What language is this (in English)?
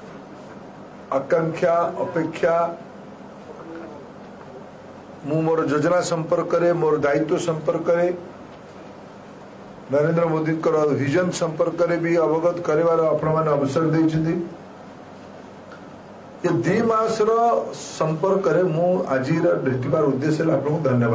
Odia